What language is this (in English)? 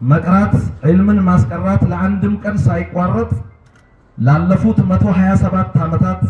Amharic